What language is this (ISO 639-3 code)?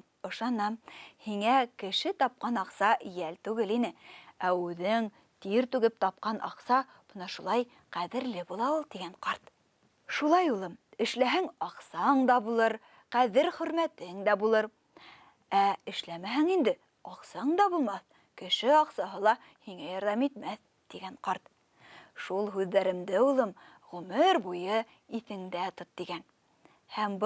bak